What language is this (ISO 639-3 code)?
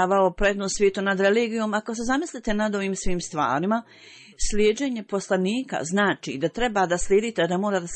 bos